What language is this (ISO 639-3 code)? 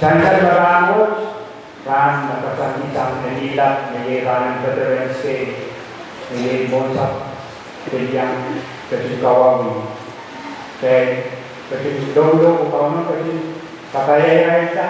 pon